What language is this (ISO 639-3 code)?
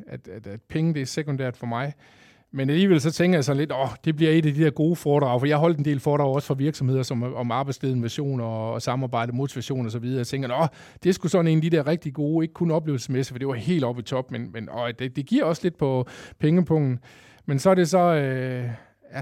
dan